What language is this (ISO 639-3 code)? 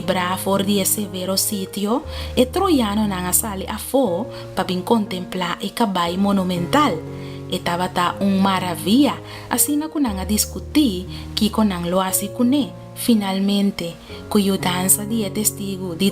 pap